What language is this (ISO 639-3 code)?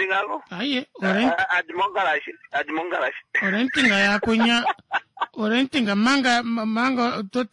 kua